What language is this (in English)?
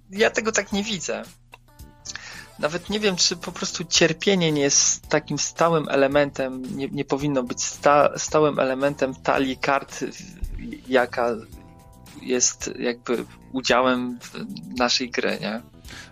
Polish